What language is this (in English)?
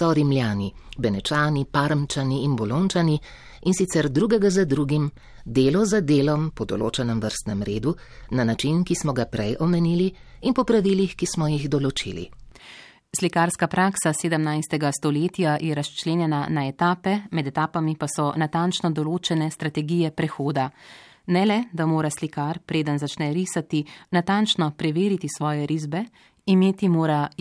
Slovenian